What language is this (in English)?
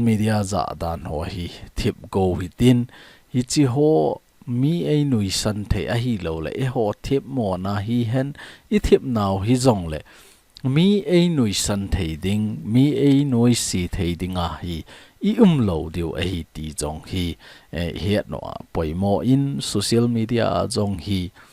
Thado Chin